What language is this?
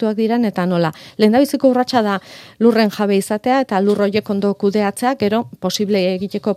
Basque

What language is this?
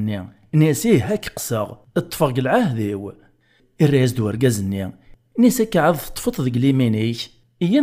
Kabyle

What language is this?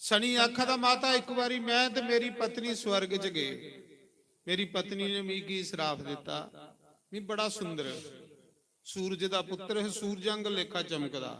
Dogri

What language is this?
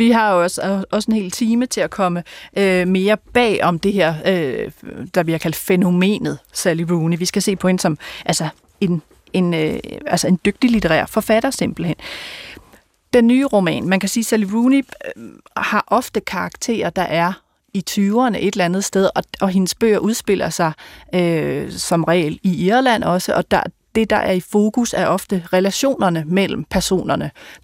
Danish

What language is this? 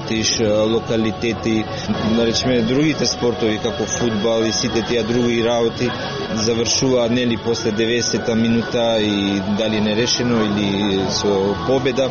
Macedonian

